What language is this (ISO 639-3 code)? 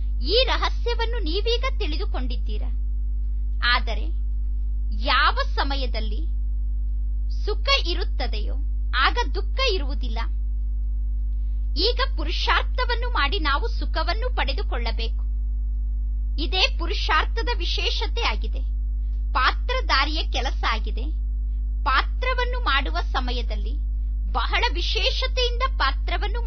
kan